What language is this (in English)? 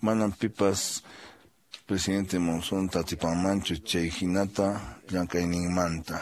Quechua